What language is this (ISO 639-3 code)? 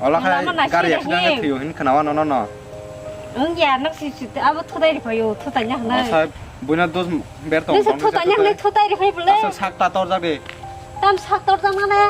trp